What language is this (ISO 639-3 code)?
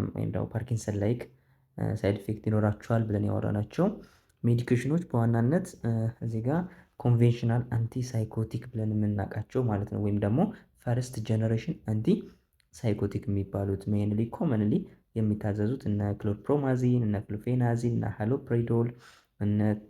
amh